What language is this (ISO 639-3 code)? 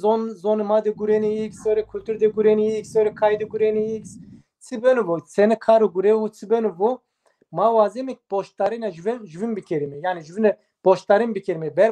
zza